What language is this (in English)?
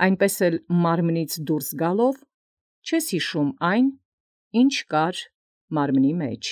Armenian